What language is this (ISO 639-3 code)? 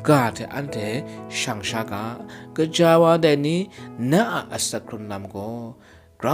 kac